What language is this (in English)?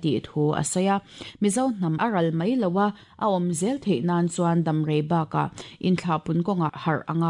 Mizo